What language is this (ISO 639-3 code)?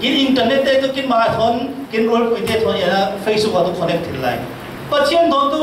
cfm